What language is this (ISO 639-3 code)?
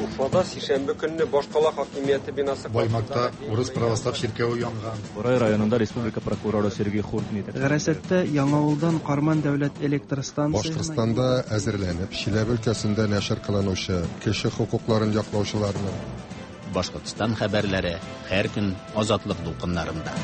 tat